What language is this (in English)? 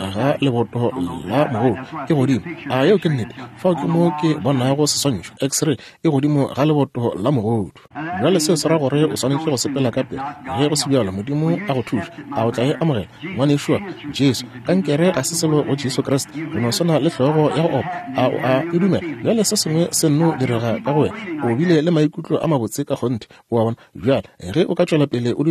Northern Sotho